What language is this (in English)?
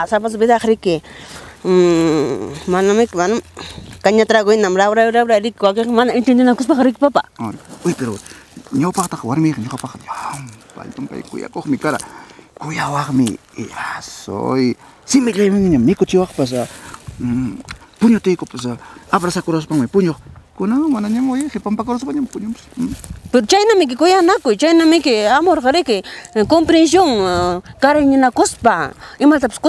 Ayacucho Quechua